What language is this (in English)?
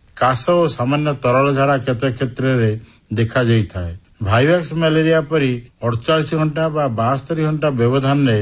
Odia